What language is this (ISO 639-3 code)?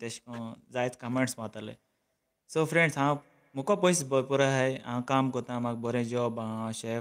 kok